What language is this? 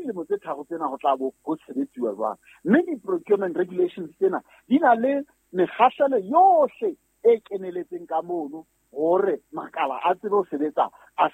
Southern Sotho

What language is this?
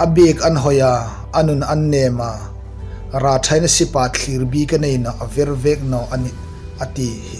Hmar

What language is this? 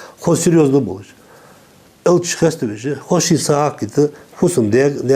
Ingush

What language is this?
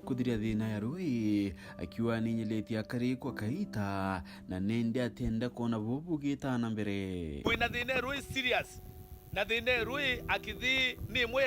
Meru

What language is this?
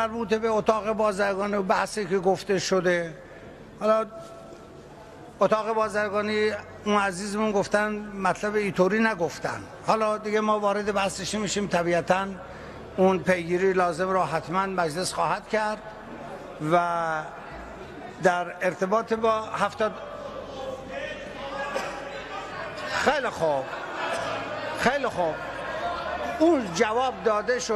Persian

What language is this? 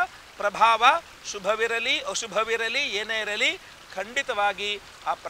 Kannada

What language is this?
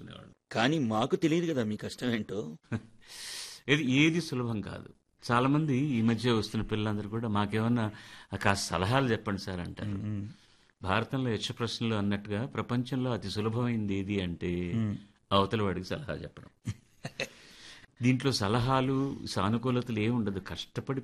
Telugu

